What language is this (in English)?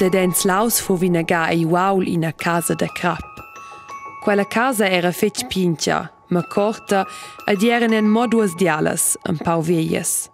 Romansh